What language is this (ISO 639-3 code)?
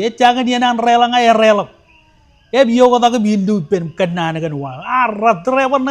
mah